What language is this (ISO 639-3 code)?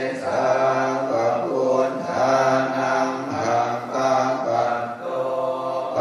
pli